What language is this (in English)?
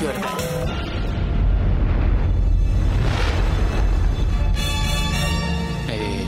Hungarian